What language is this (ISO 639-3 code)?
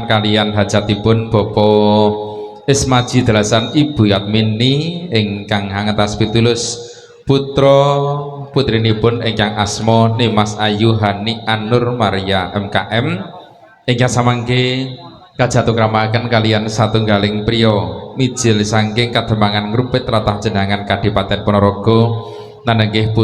jav